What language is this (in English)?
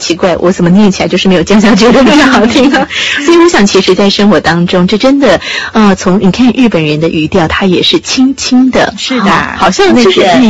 Chinese